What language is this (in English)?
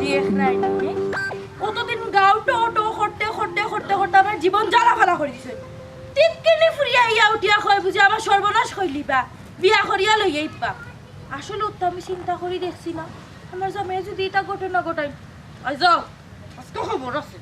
Sylheti